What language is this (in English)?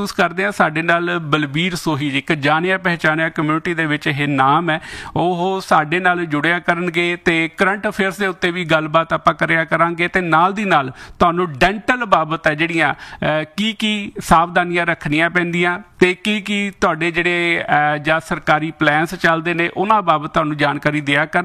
Punjabi